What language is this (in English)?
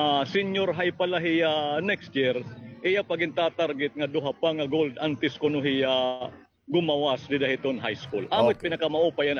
Waray